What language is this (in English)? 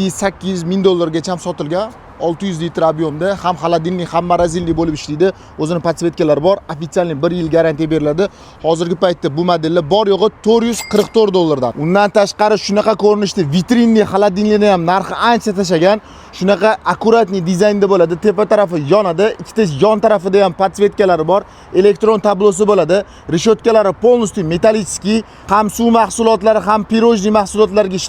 Uzbek